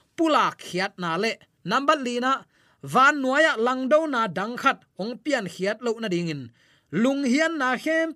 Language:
Tedim Chin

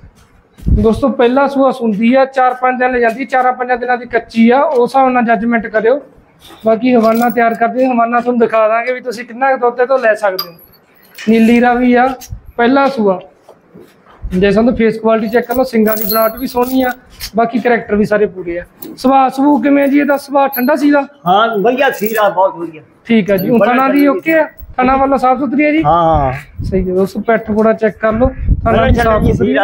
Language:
Punjabi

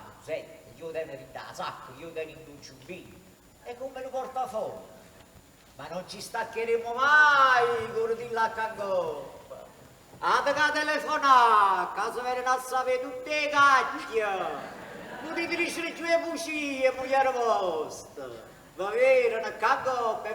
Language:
Neapolitan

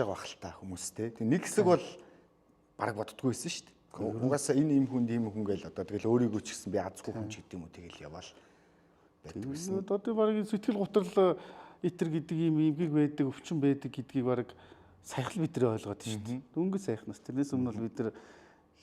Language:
Mongolian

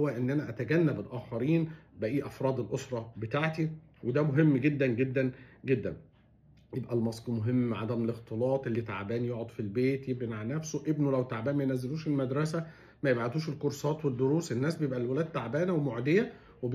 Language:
Egyptian Arabic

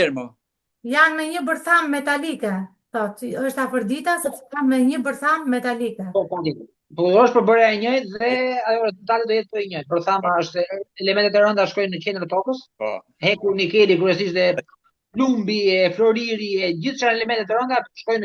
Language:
Albanian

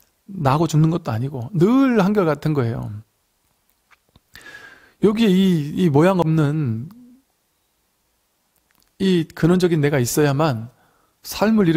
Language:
Korean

